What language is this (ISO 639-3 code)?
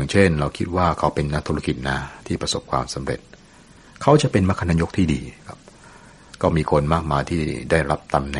tha